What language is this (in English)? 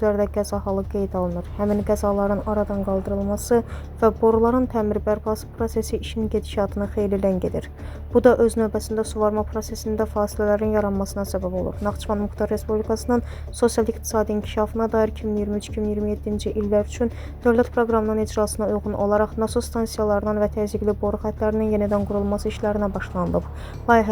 Azerbaijani